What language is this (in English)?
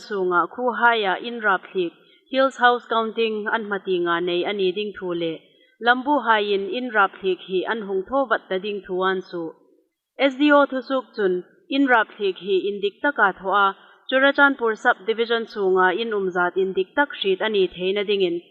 Hmar